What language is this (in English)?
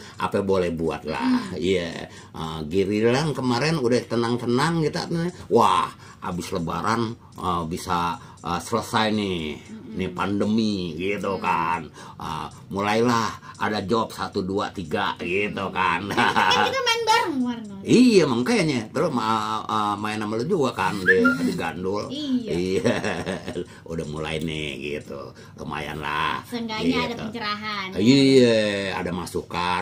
Betawi